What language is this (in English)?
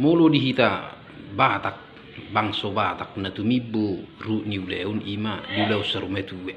Batak Toba